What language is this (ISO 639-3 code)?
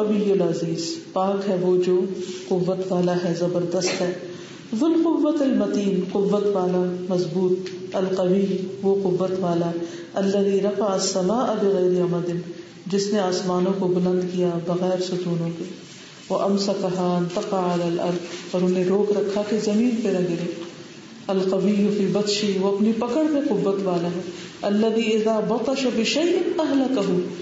urd